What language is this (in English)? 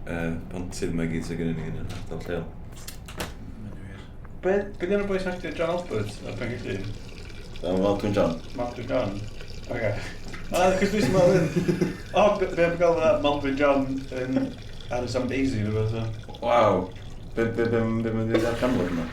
Welsh